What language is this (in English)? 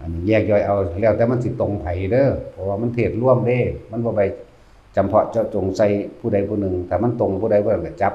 Lao